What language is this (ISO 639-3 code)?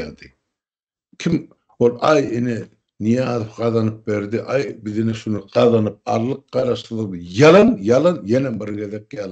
tuk